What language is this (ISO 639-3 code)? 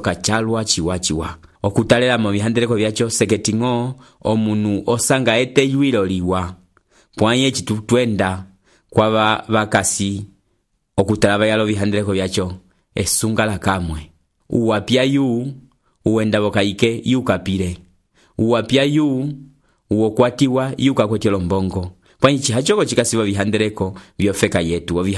umb